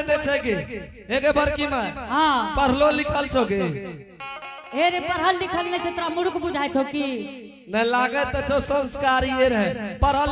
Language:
Angika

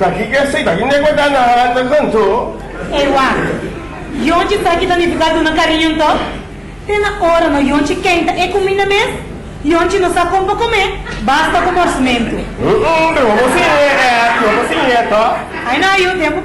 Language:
Papiamento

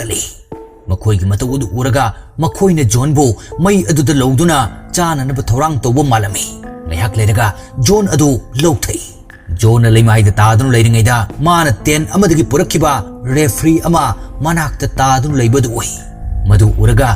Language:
Manipuri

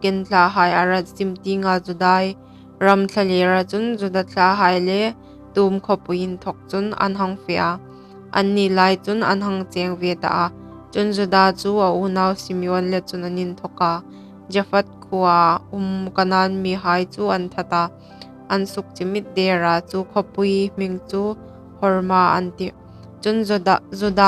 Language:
Hmar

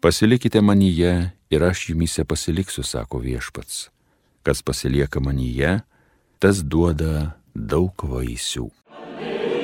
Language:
Lithuanian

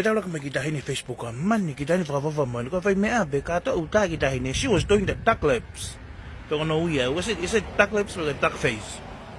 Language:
Tongan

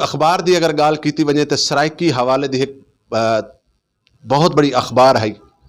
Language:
Saraiki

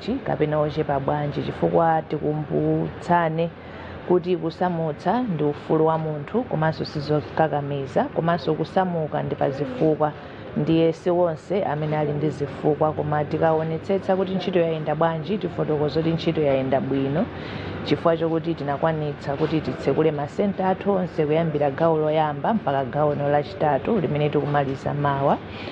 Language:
Nyanja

